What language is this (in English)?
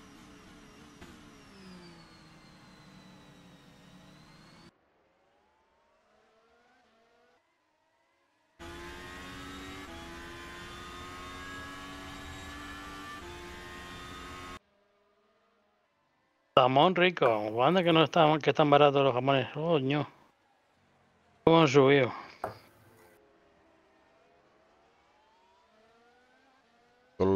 Spanish